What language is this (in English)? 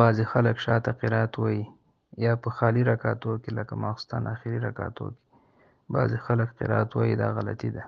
Pashto